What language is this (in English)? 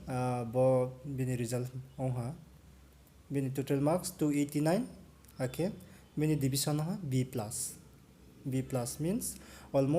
Riang (India)